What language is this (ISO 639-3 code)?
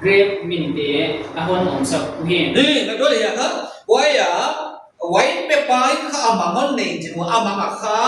pck